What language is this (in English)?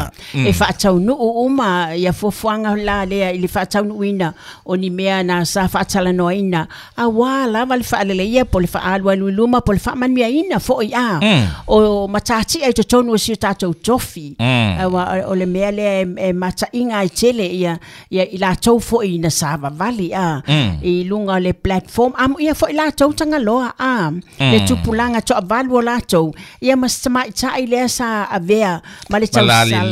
Samoan